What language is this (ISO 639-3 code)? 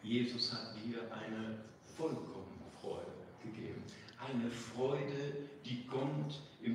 deu